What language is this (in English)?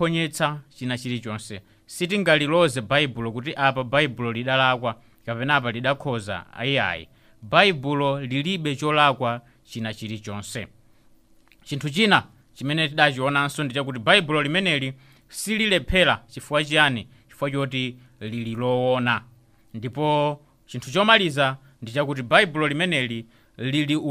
Nyanja